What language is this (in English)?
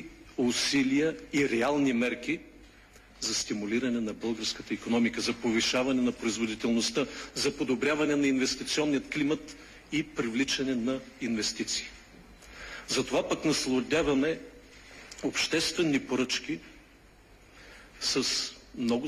Bulgarian